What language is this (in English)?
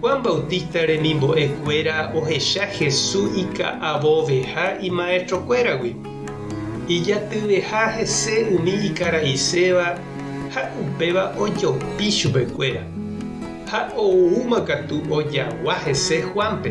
Guarani